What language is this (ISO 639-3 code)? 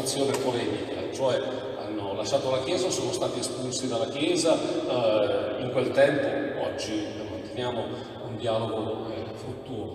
ita